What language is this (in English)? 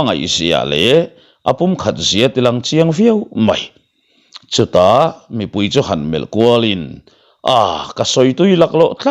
Mizo